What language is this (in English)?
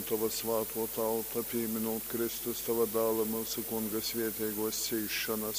Latgalian